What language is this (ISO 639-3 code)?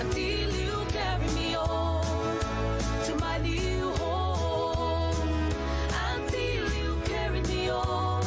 gil